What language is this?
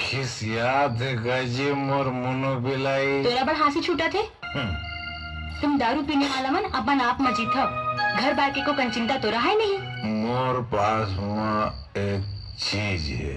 Chhattisgarhi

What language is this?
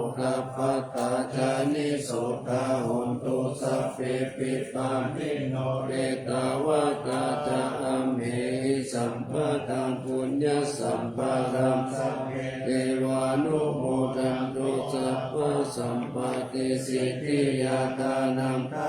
Pali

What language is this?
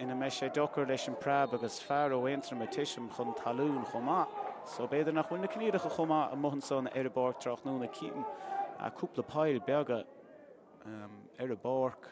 Irish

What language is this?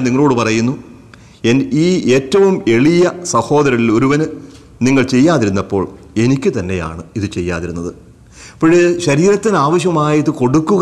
Malayalam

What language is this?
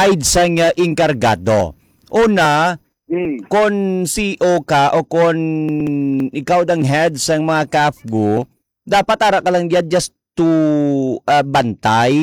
Hiligaynon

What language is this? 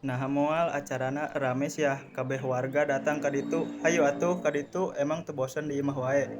Sundanese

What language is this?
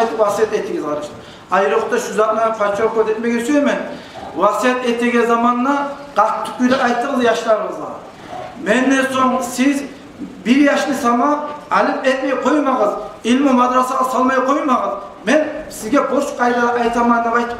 Kumyk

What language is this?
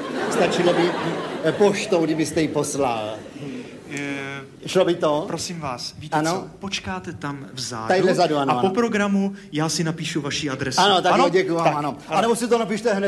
Czech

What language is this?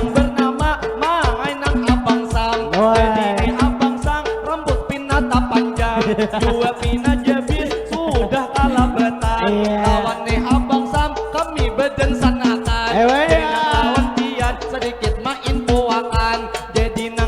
Banjar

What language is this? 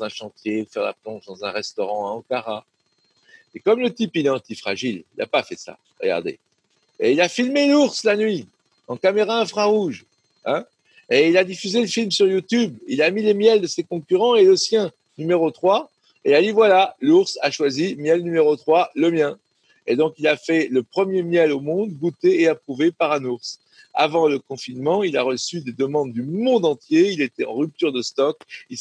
French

